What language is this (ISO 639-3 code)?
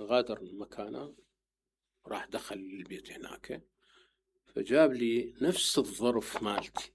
acm